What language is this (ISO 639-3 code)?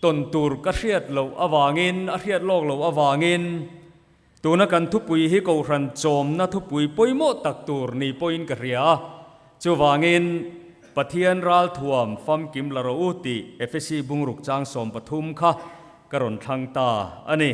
lus